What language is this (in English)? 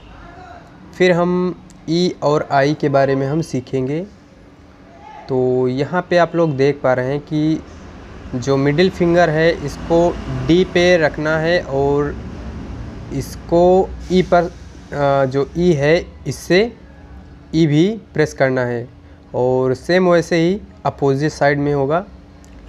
Hindi